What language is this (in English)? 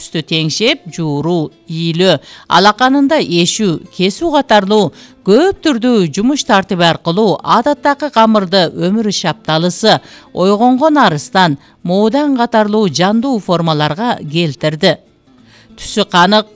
Kyrgyz